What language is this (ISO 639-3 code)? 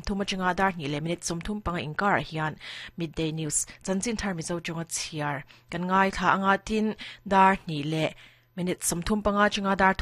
lus